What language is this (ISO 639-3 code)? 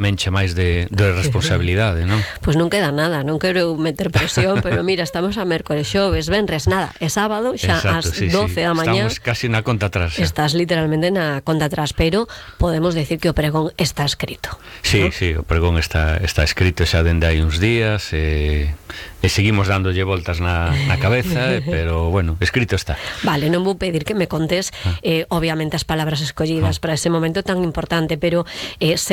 glg